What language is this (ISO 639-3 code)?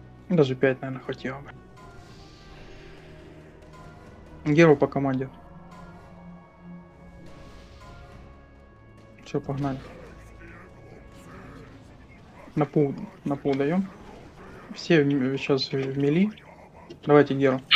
rus